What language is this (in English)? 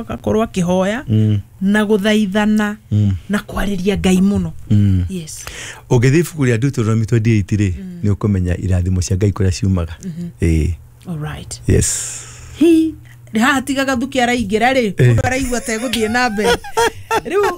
Kikuyu